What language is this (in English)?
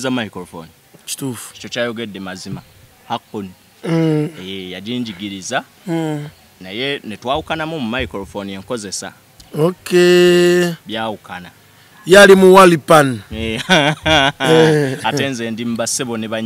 Ganda